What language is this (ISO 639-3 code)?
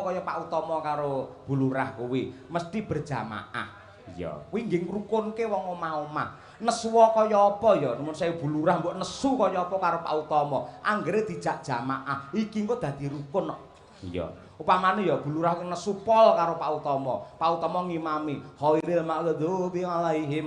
jav